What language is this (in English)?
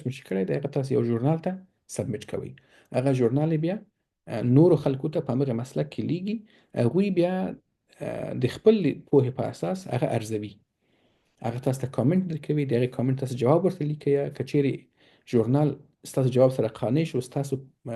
Pashto